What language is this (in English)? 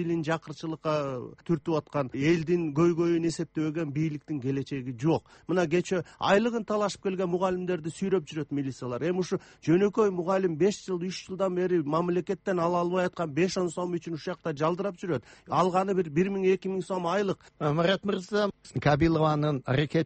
Kyrgyz